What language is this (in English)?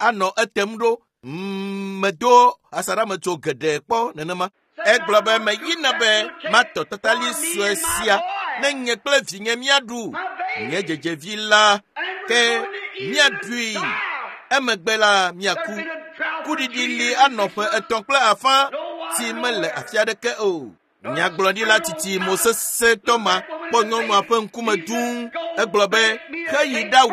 Ewe